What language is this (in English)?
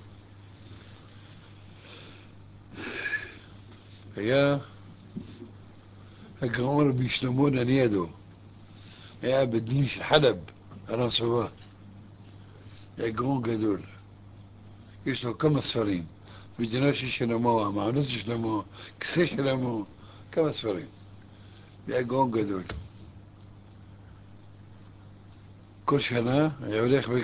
Hebrew